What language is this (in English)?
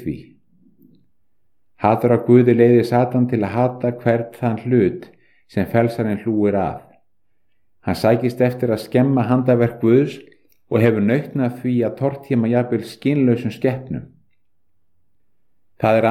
Icelandic